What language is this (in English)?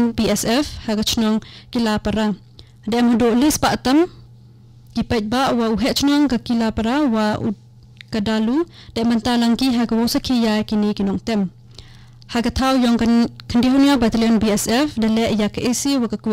Khasi